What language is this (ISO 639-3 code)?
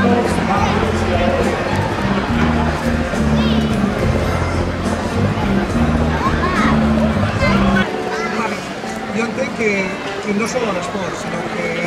cat